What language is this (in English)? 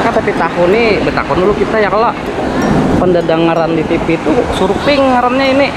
Banjar